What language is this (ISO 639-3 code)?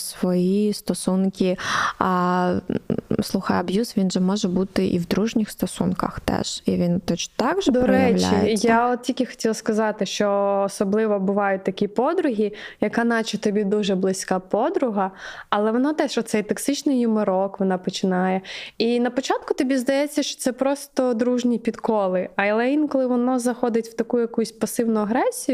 ukr